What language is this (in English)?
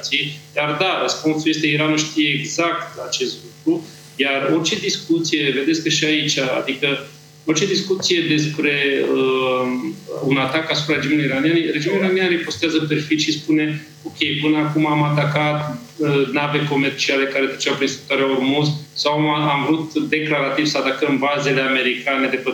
Romanian